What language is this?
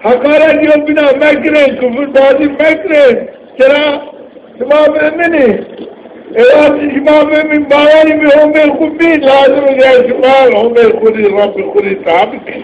Zaza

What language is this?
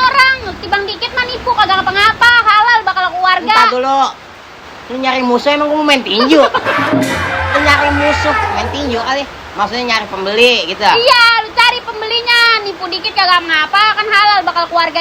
Betawi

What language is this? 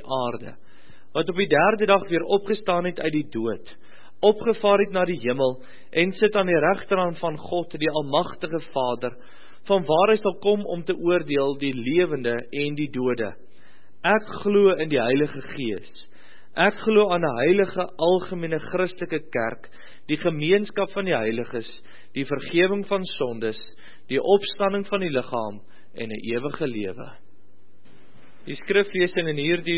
Afrikaans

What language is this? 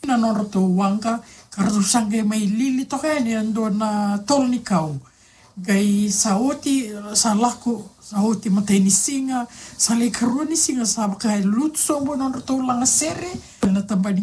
Fijian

